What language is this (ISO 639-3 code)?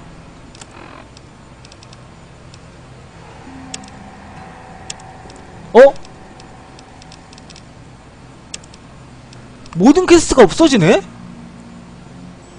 kor